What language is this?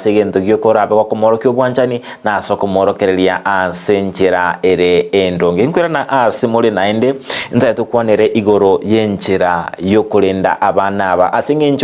Gusii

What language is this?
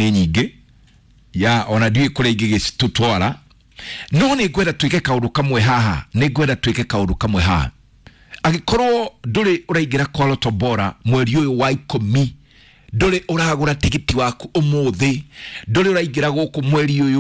Kikuyu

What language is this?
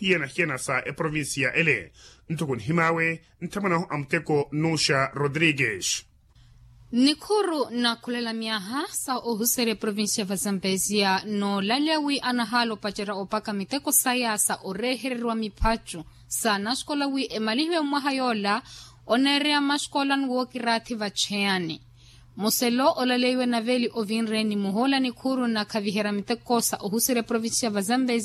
Makhuwa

